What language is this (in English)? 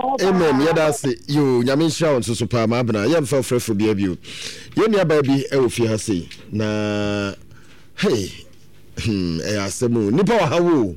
Akan